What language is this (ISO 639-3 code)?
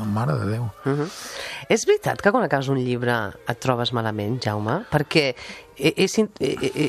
cat